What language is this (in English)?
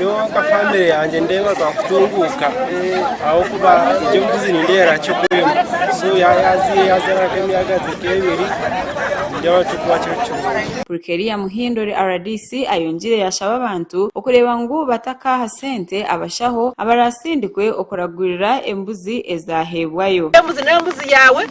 Nyankole